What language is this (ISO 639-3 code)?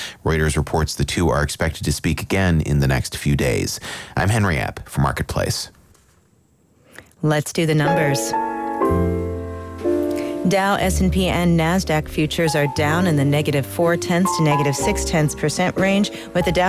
eng